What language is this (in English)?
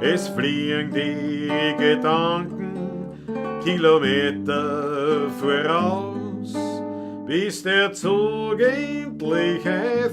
Bavarian